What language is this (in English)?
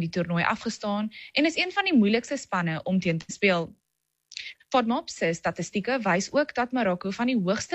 Afrikaans